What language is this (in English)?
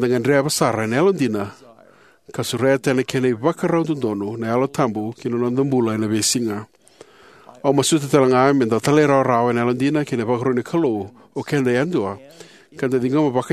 Fijian